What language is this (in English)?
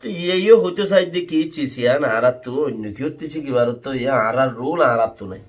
Rohingya